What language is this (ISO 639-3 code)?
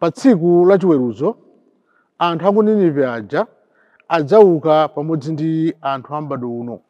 nya